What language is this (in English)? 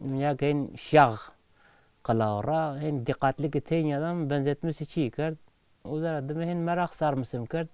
Kurdish